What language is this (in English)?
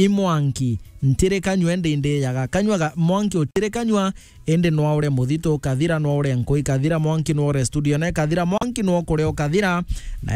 Meru